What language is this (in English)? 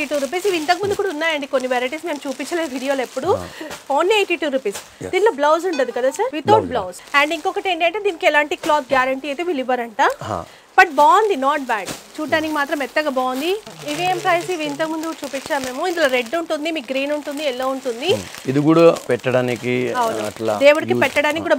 Telugu